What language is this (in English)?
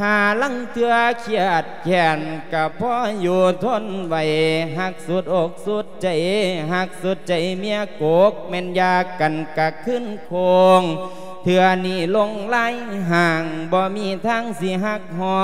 Lao